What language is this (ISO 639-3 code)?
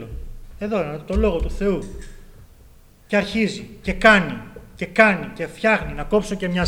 ell